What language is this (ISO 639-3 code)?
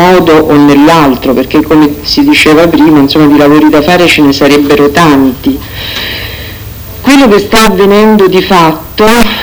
ita